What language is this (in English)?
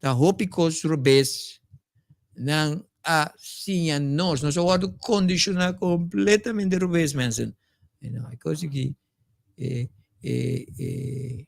Papiamento